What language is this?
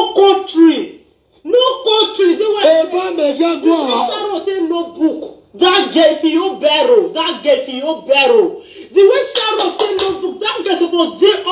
Nigerian Pidgin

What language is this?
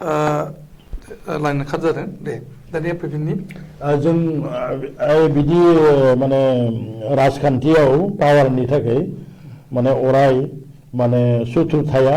Bodo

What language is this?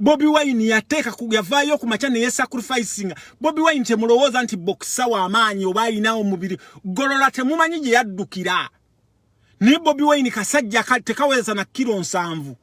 Ganda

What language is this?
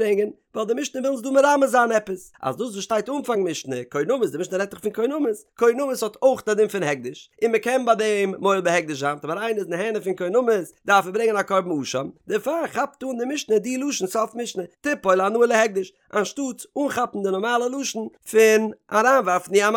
Yiddish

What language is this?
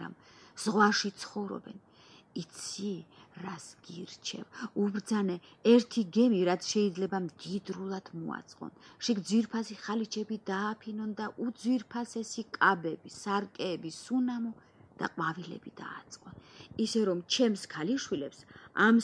Georgian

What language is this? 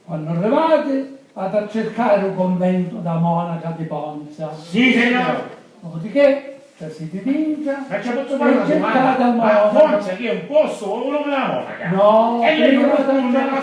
Sicilian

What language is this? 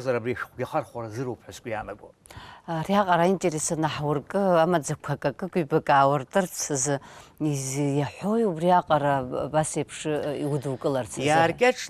Abkhazian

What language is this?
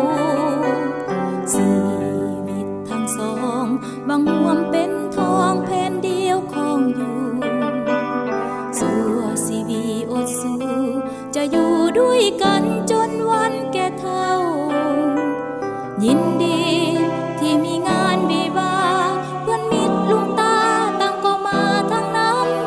Thai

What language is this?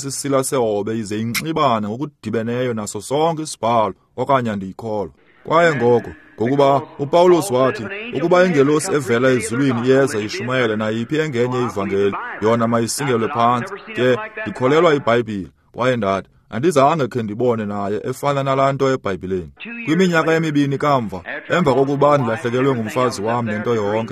Xhosa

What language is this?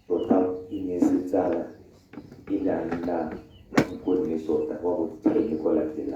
Tswana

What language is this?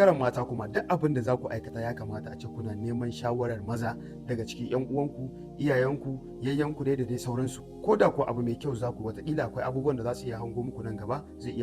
Hausa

